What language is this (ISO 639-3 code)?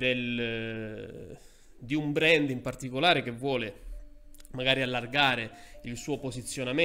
ita